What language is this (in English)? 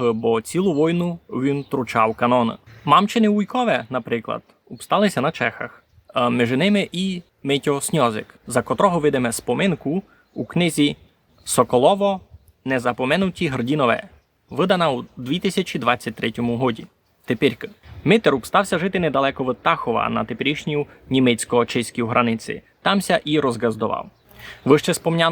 Rusyn